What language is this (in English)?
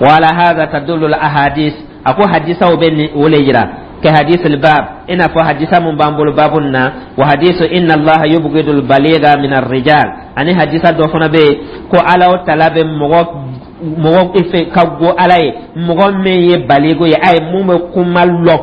Dyula